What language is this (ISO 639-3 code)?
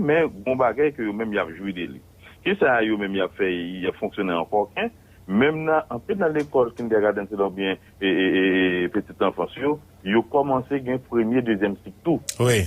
hat